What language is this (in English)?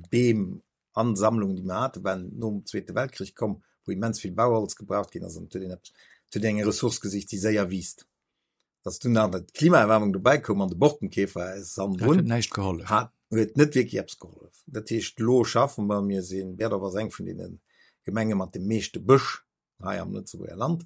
Luxembourgish